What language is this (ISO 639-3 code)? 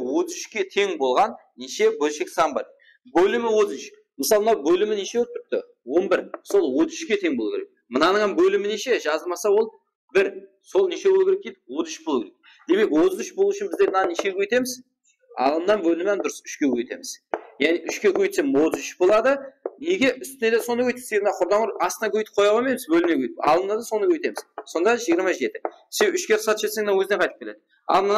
kaa